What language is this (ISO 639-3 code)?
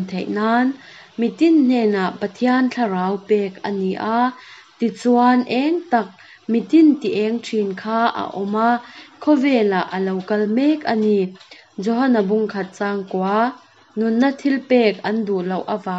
lus